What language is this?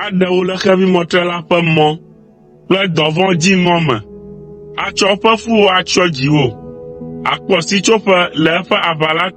Ewe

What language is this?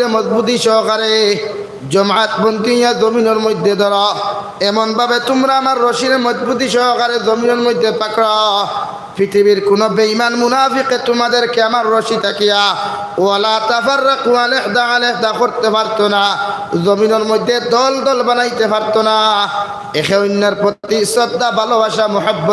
Sylheti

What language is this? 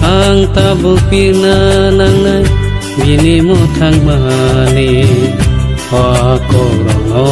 Kok Borok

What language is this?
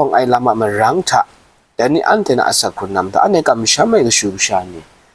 Kachin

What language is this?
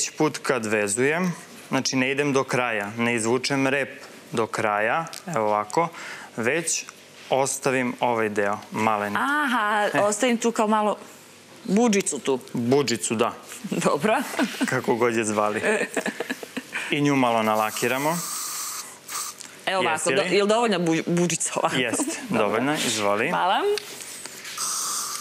Serbian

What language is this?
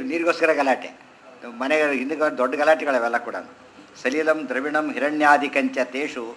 Kannada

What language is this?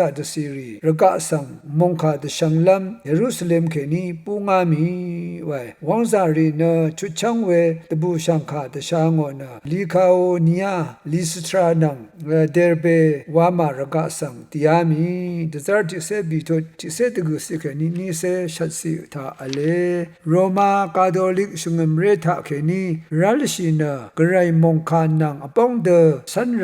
Rawang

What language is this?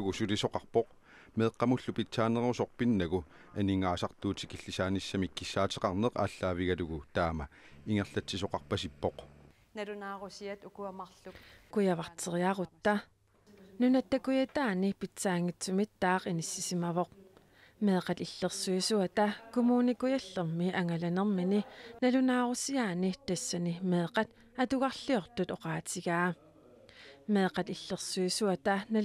Kalaallisut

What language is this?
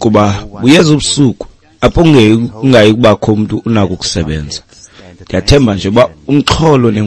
Xhosa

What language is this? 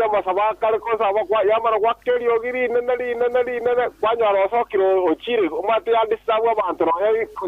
Gusii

